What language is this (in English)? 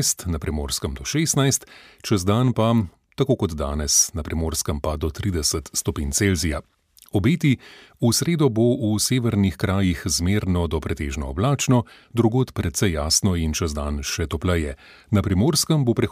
Slovenian